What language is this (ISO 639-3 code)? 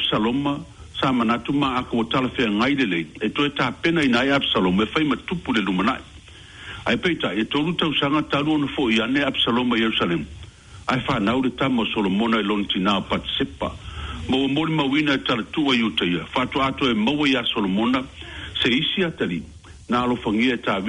smo